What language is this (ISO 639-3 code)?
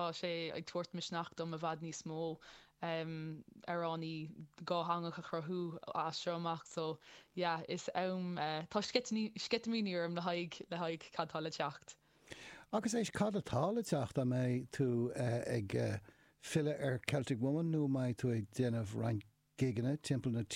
gle